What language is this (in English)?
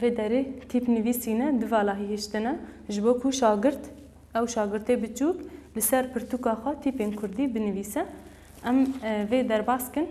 Kurdish